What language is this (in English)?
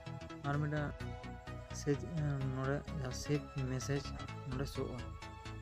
Santali